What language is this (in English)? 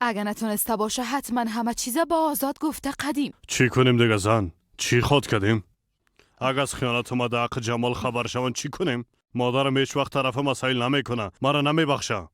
Persian